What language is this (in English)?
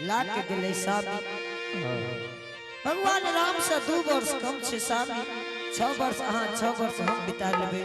Angika